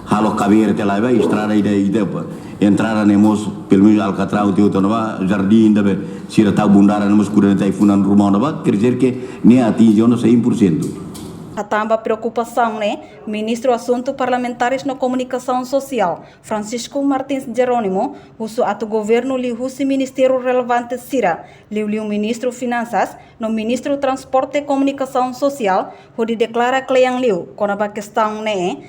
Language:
Tetum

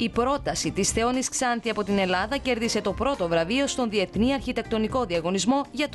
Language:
Greek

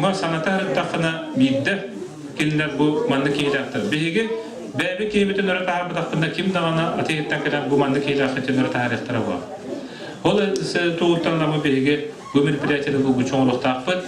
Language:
Yakut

